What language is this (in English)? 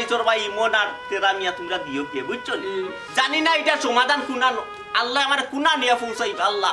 Sylheti